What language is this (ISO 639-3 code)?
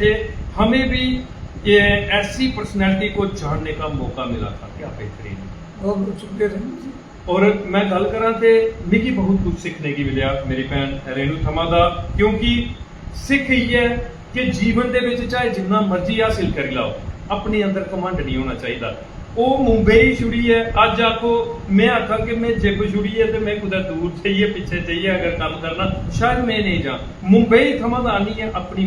doi